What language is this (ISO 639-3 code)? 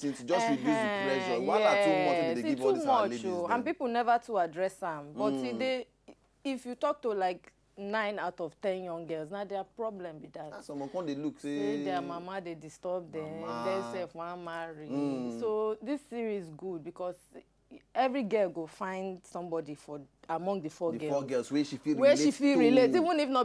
pcm